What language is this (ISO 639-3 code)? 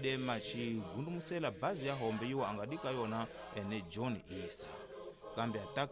tso